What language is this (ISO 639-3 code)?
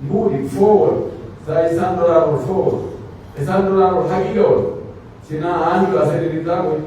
fuf